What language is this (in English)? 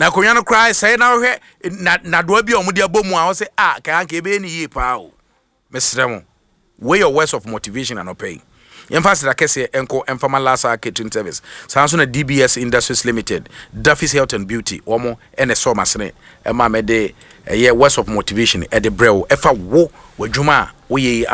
Akan